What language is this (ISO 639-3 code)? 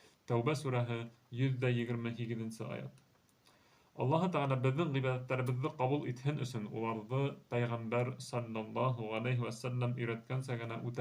bak